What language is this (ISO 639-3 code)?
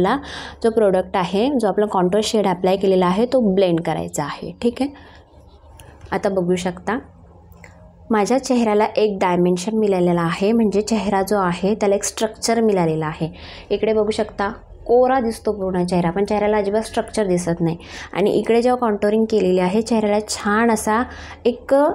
mar